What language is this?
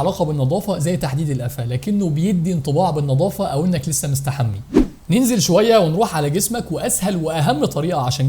Egyptian Arabic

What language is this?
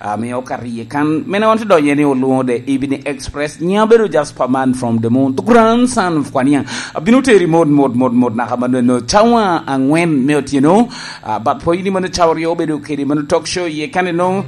Lango (Uganda)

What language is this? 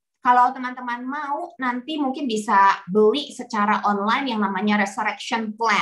Indonesian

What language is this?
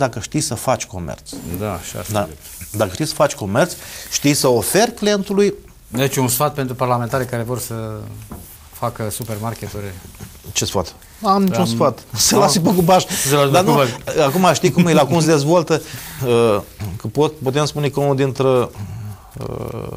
Romanian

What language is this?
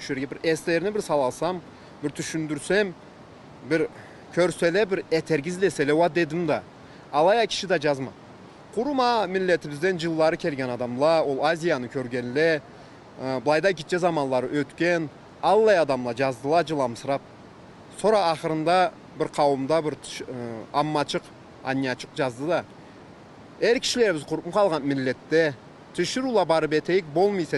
Karachay-Balkar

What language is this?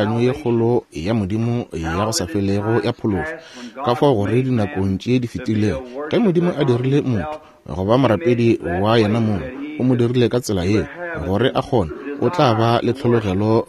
Northern Sotho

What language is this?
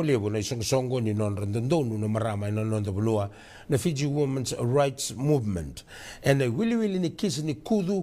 Fijian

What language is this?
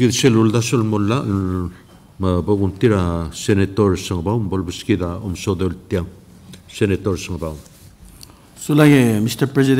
Palauan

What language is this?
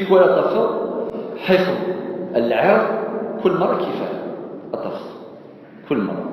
Kabyle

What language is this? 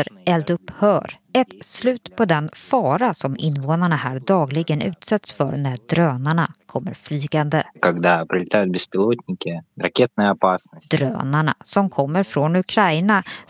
Swedish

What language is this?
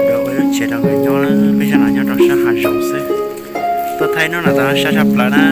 Hmong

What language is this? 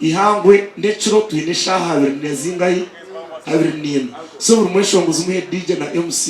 Nyankole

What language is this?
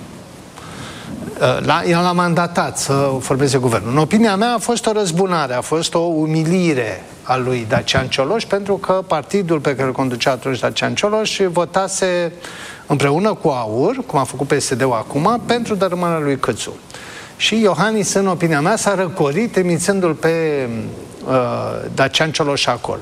Romanian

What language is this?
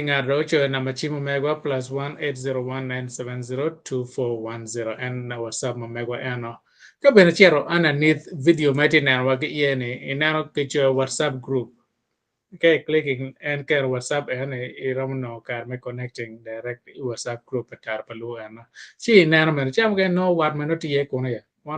Acoli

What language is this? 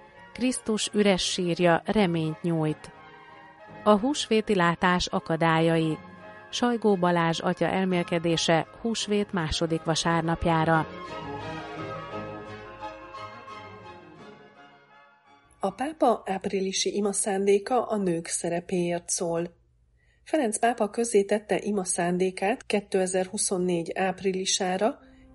Hungarian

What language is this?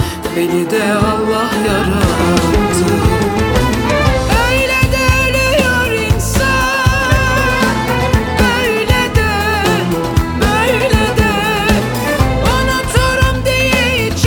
Turkish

